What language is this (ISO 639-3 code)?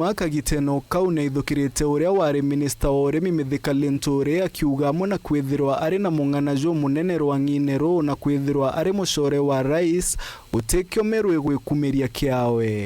mer